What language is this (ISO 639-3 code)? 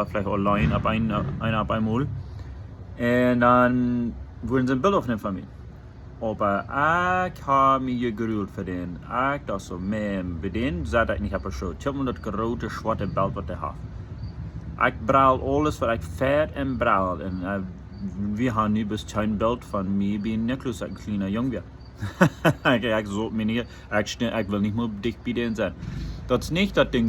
pdt